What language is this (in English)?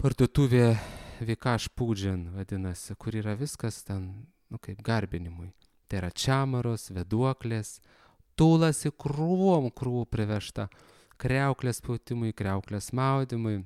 Lithuanian